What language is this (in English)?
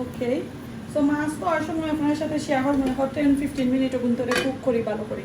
Sylheti